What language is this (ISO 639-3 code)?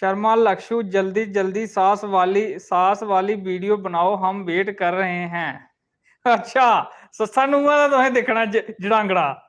doi